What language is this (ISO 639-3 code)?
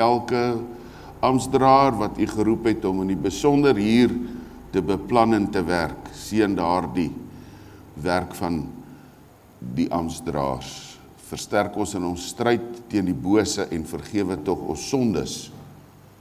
afr